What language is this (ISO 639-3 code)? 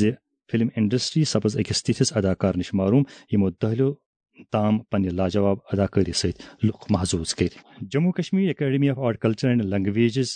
kas